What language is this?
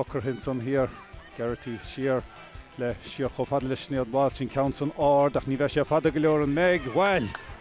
Irish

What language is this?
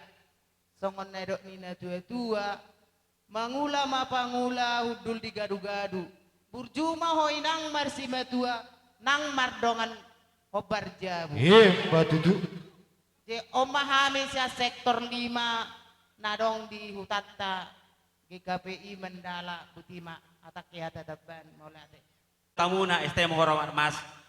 Batak Toba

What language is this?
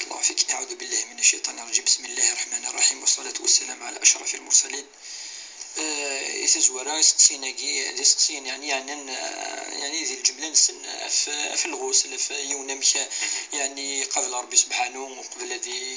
Kabyle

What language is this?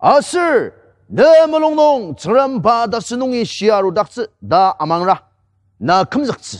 Ao Naga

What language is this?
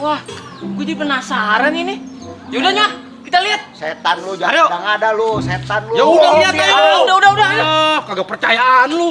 Betawi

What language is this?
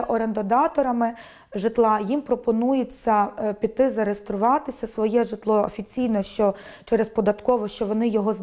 Ukrainian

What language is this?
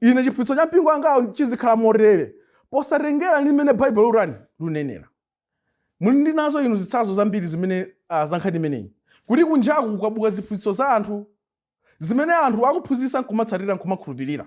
Nyanja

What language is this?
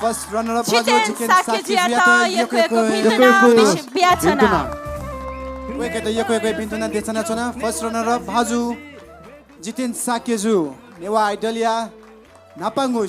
Newari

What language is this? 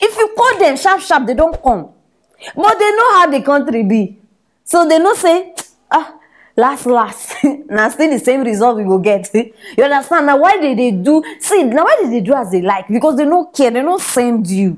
Nigerian Pidgin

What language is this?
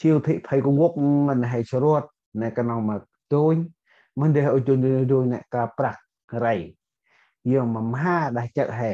Central Mnong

